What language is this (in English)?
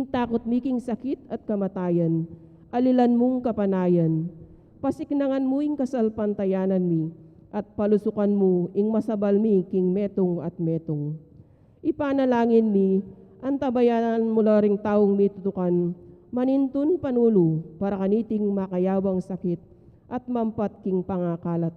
Pampanga